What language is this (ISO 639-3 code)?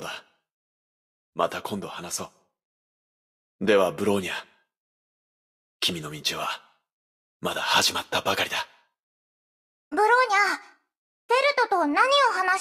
jpn